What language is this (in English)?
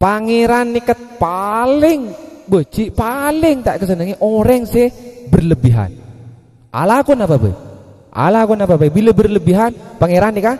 Madurese